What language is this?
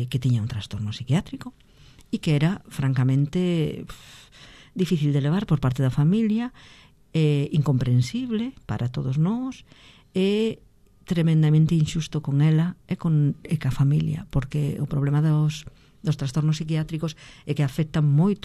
Galician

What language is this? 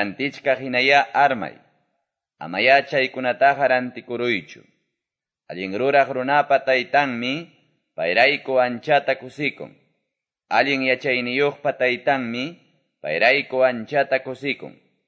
Quechua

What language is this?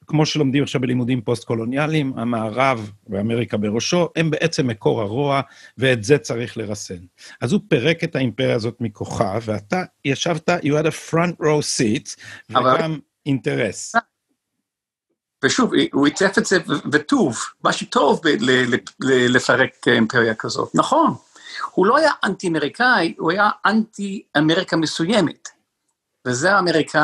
Hebrew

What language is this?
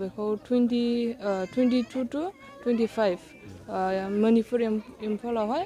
Bodo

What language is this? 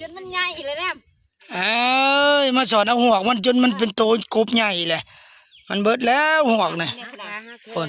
Lao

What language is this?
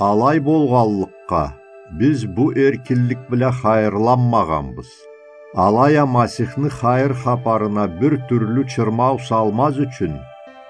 Karachay-Balkar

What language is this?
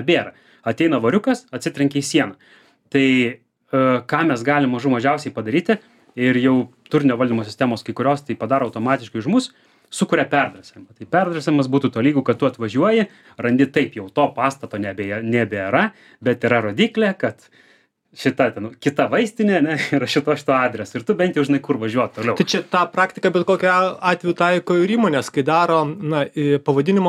Lithuanian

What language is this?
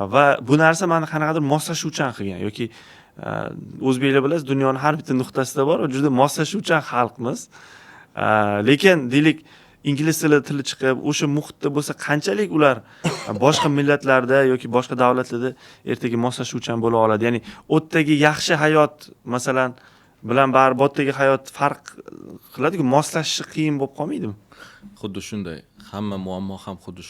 Uzbek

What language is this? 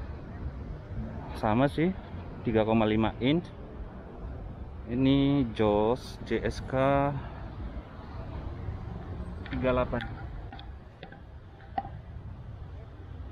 Indonesian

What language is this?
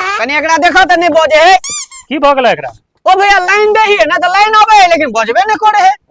Maithili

